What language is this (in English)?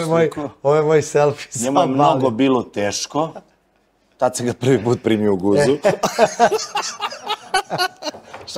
Serbian